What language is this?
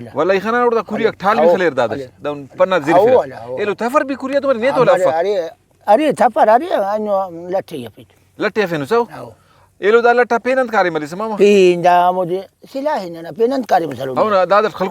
Brahui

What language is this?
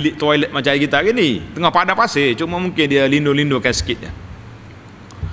Malay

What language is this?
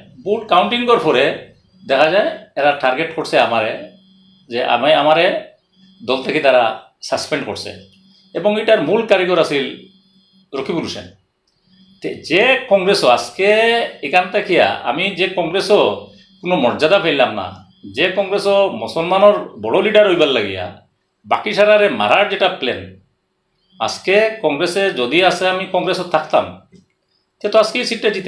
Sylheti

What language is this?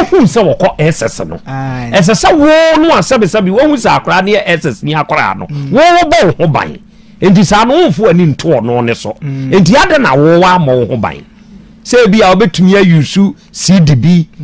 Akan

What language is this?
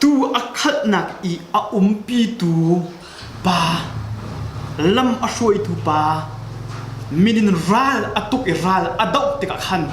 Hakha Chin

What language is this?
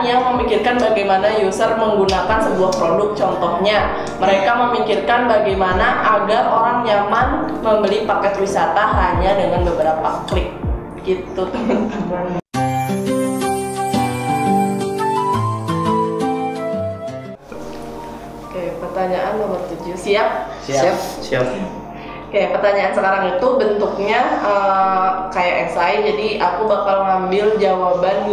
Indonesian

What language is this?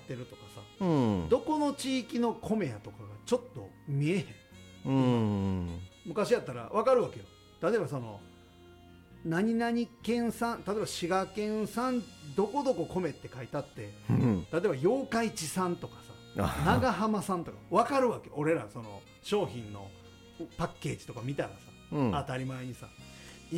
Japanese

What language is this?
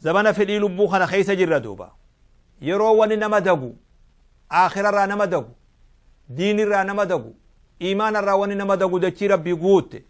Oromo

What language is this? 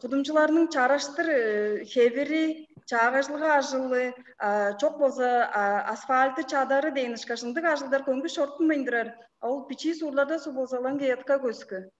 Tuvinian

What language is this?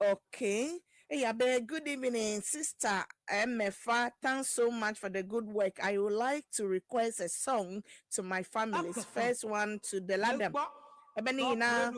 Ewe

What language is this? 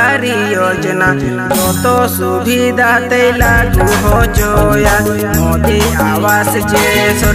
Santali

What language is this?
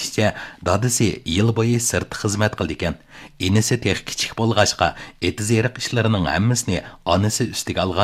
Uyghur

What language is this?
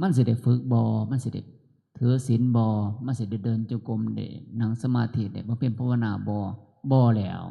Northeastern Thai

